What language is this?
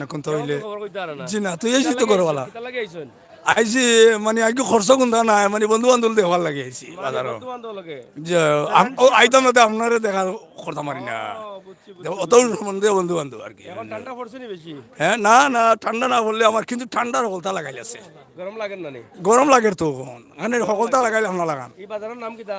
Sylheti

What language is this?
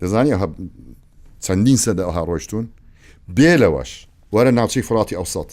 Central Kurdish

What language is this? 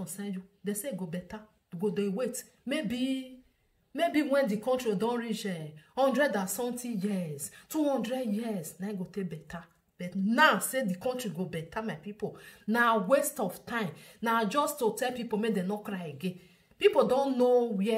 Nigerian Pidgin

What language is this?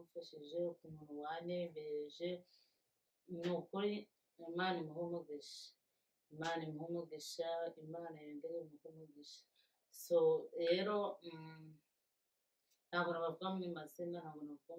Kinyarwanda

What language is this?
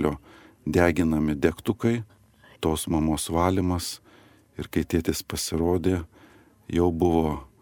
Lithuanian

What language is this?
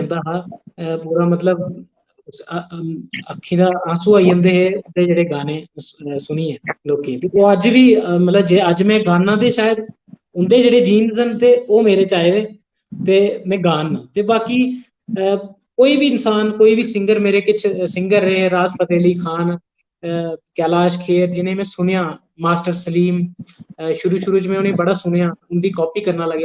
Dogri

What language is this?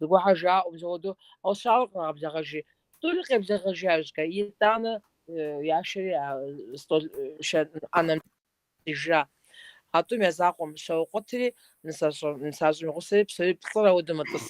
Kabardian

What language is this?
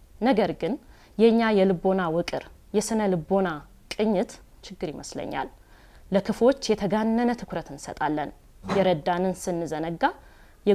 Amharic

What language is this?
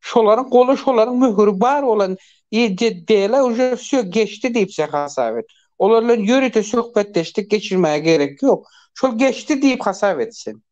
Turkmen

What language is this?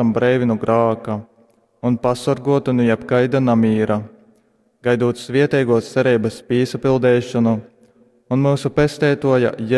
Latgalian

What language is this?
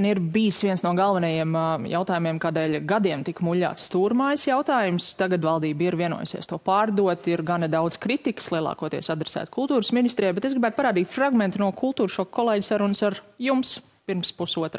Latvian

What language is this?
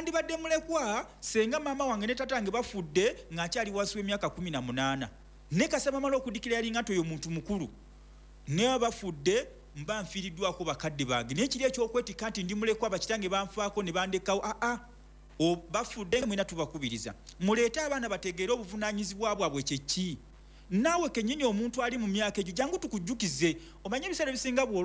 Ganda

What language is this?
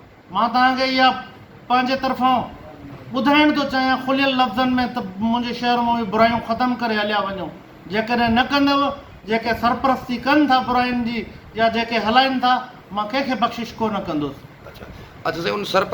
Sindhi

